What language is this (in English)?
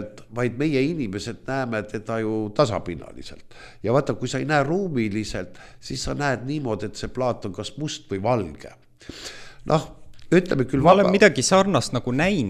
Estonian